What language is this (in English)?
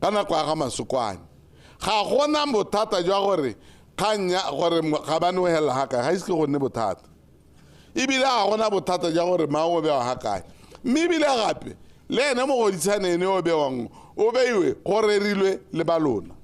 Tswana